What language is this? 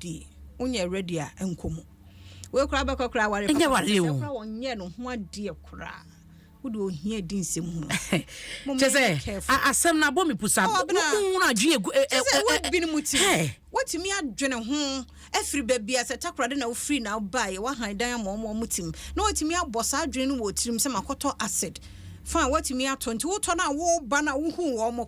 Akan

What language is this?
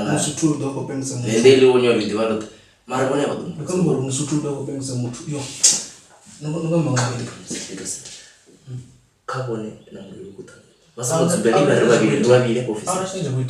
Venda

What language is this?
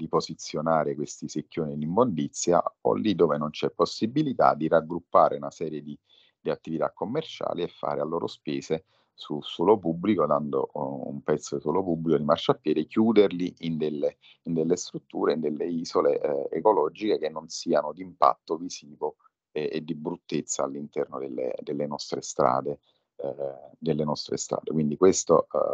Italian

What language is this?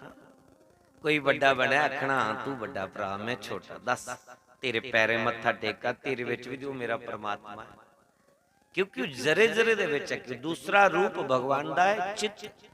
Dogri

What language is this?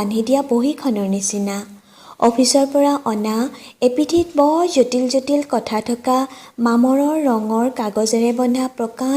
Assamese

